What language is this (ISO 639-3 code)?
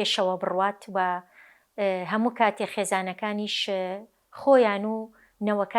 ckb